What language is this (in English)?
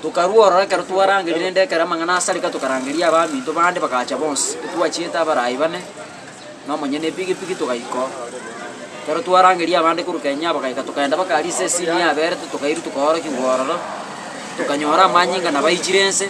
Gusii